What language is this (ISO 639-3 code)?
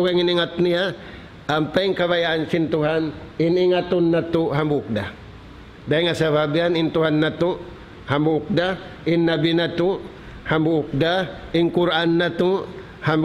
tsg